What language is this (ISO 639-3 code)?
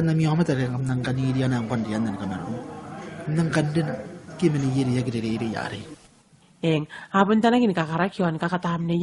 gil